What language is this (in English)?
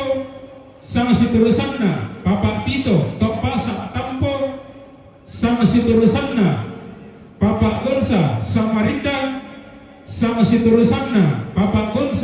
Toraja-Sa'dan